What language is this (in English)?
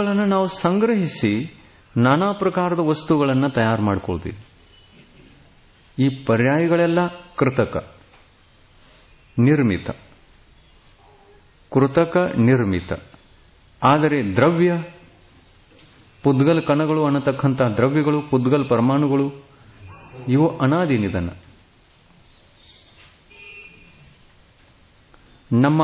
Kannada